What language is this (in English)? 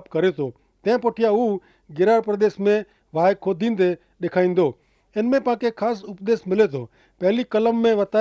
Kachhi